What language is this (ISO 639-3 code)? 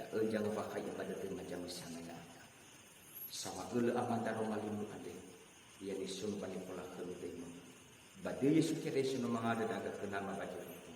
nia